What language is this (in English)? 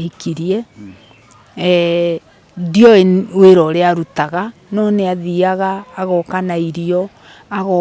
Kikuyu